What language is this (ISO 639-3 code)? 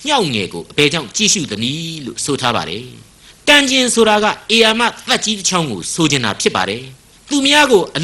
mya